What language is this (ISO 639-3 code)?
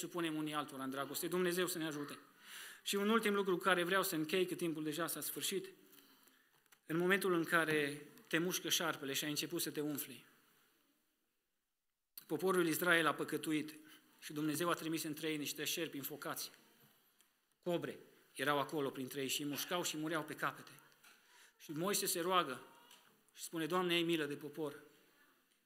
ron